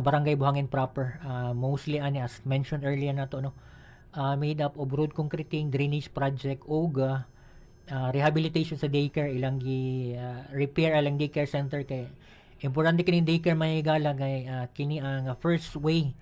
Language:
Cebuano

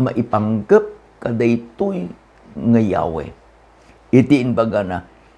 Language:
Iloko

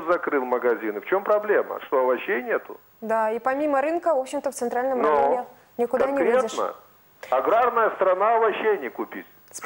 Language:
Russian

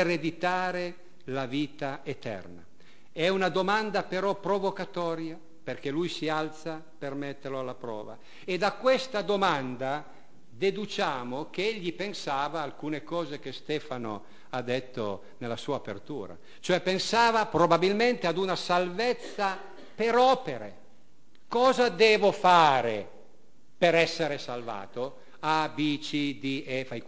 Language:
Italian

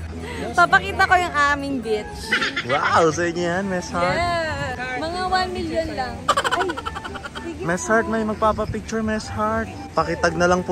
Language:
Filipino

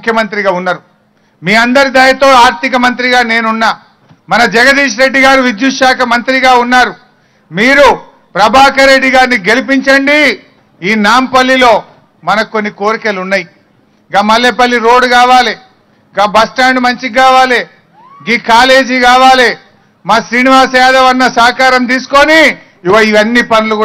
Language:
Telugu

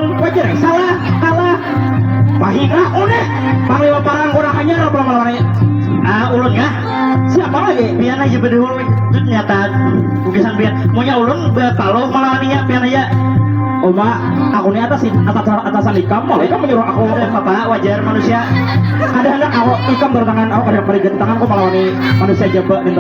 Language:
Banjar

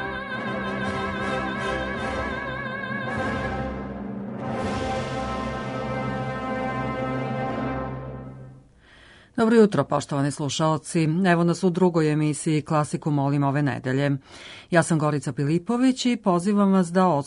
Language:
Serbian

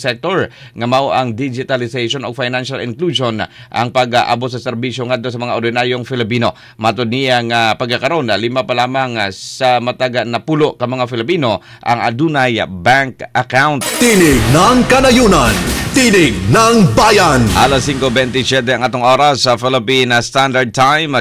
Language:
Cebuano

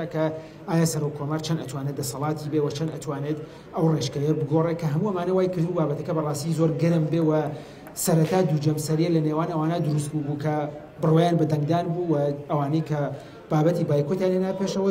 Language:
Central Kurdish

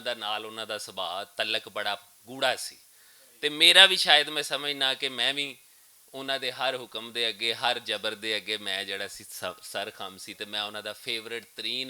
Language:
Western Panjabi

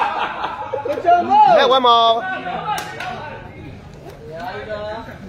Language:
Burmese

